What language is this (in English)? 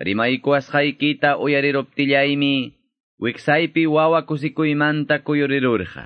Quechua